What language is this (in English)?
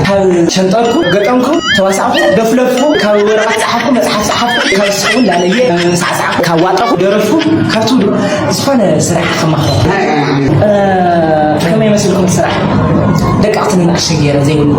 Tigrinya